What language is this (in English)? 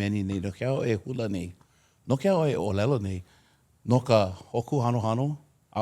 Hawaiian